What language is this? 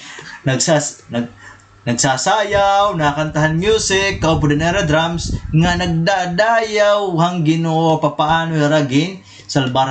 Waray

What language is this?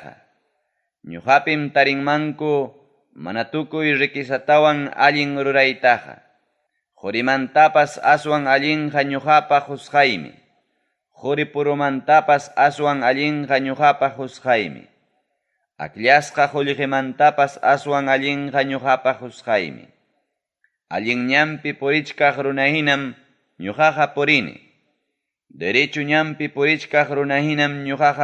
Ayacucho Quechua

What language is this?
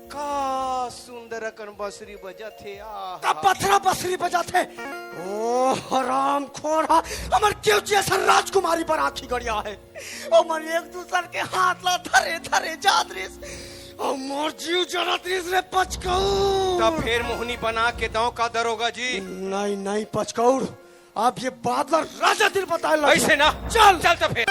Chhattisgarhi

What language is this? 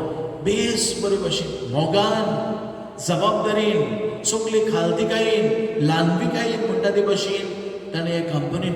Konkani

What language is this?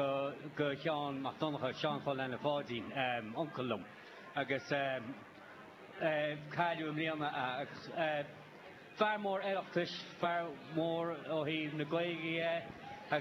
Irish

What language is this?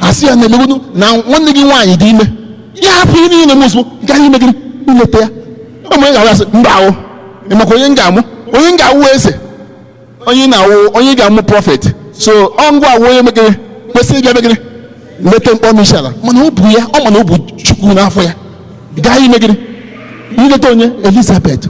Igbo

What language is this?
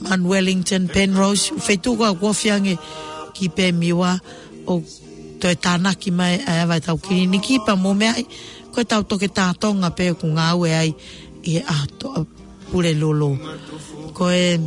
Tongan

